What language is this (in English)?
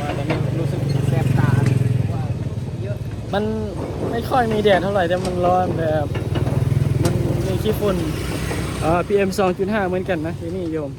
Northeastern Thai